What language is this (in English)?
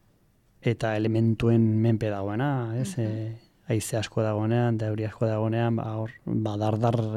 Basque